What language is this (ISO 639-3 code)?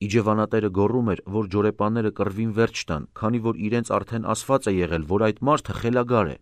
hye